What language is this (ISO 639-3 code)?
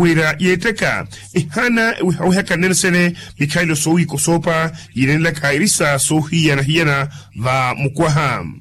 vmw